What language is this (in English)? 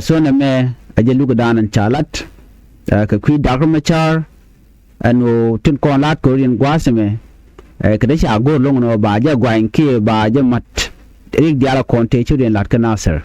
Nuer